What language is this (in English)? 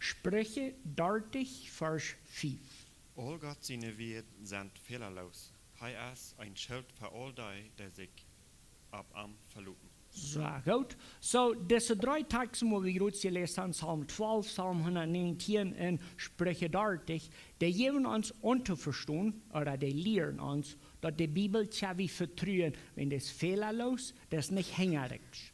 Plautdietsch